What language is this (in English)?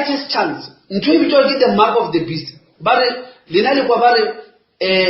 Northern Sotho